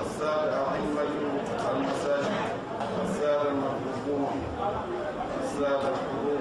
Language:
Fula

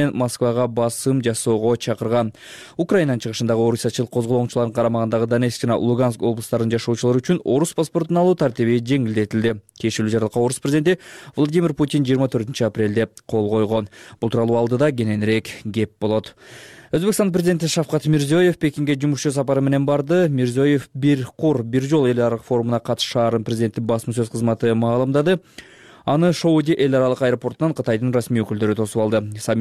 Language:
Kyrgyz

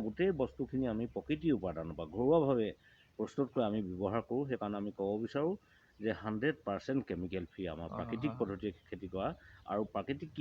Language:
Assamese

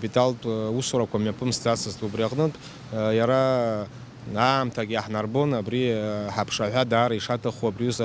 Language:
Abkhazian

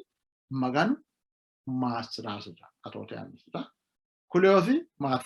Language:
Sidamo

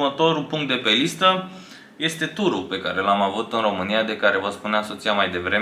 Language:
Romanian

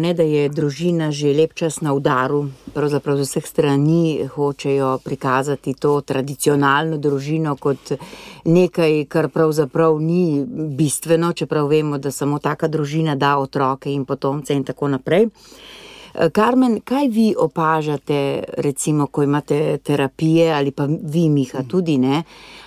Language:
Slovenian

